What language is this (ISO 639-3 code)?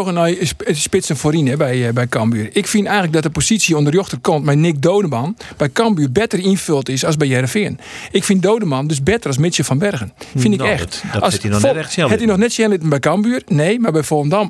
fry